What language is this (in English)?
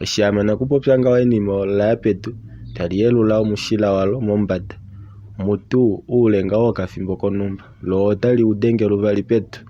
Kuanyama